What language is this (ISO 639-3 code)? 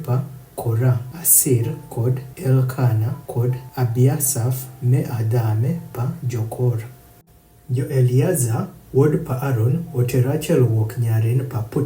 adh